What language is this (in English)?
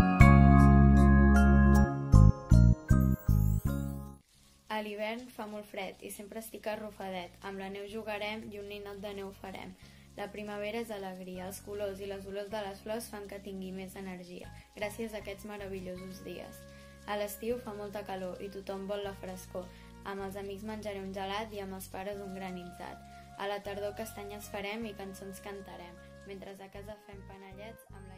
Catalan